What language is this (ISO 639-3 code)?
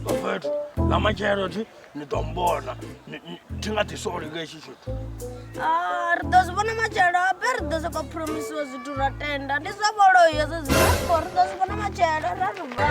ven